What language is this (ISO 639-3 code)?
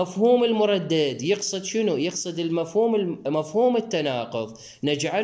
acm